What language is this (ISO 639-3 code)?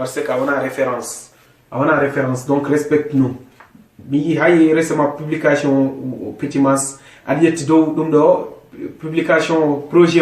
ful